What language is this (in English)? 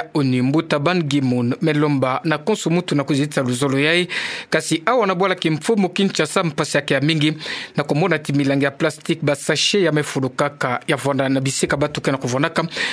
Kituba (Democratic Republic of Congo)